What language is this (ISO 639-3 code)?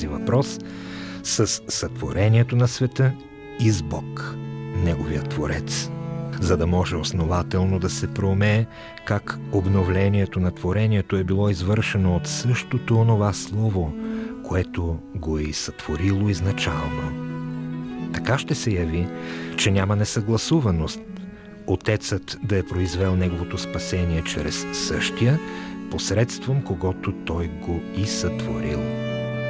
bul